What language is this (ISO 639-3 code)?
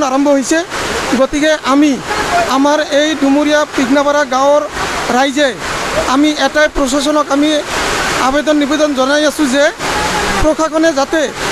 asm